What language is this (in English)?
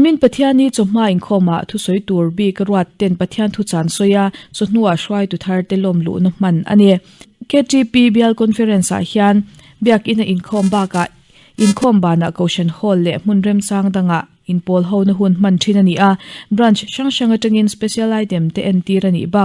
Mizo